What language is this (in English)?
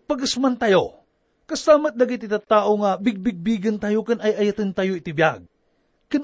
Iloko